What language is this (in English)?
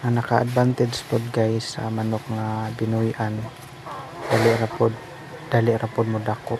Cebuano